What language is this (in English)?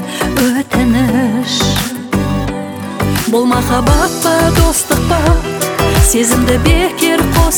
Kazakh